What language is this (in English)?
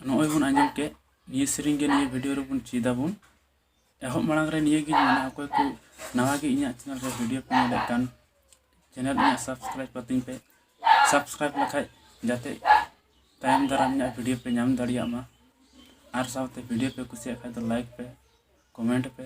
Santali